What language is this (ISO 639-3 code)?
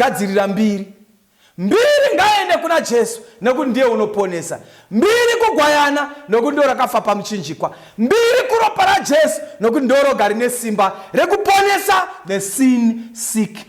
sna